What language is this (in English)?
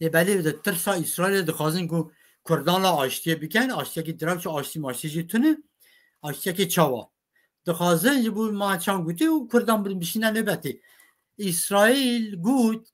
Kurdish